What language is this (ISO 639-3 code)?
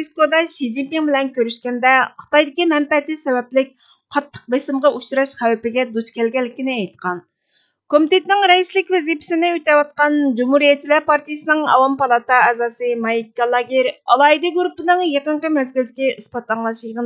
uig